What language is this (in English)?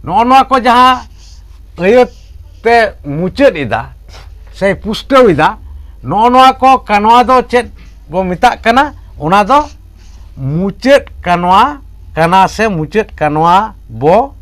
Santali